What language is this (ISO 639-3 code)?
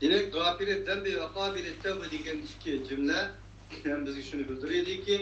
uig